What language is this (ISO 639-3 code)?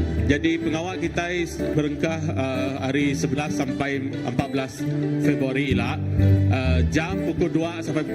iba